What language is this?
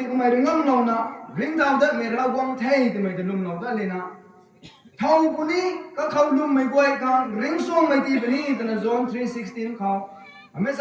Rongmei Naga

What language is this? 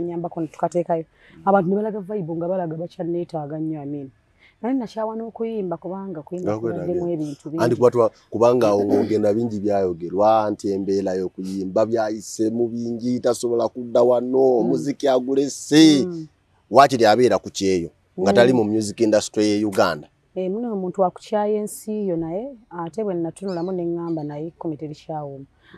Ganda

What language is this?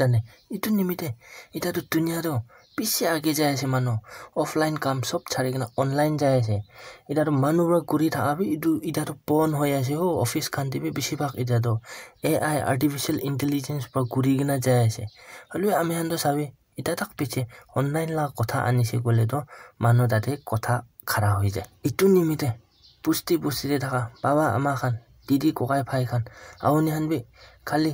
Naga Pidgin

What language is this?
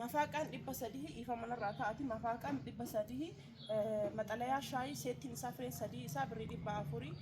Oromo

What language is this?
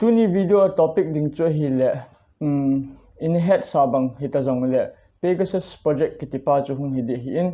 Thado Chin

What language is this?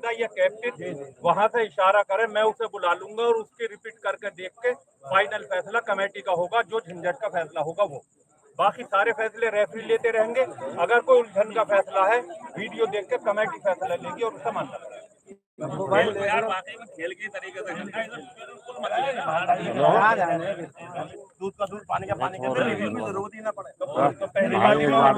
Hindi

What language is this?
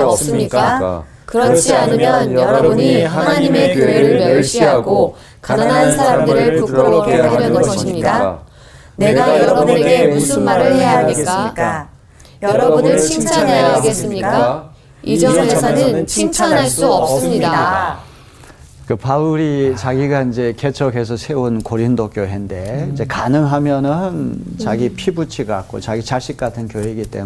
Korean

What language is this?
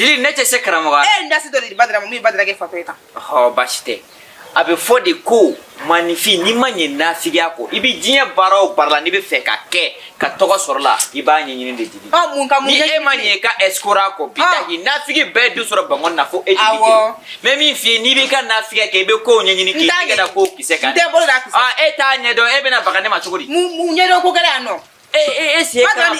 Bambara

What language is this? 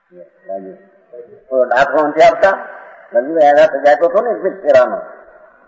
Gujarati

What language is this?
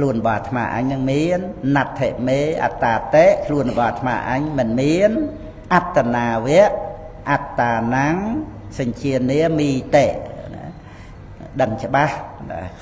Khmer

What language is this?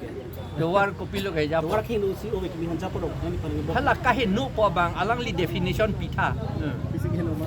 Karbi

